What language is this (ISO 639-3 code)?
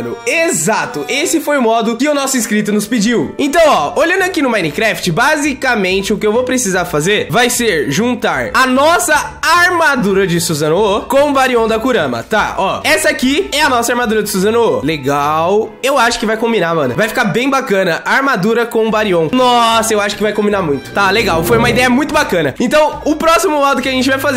por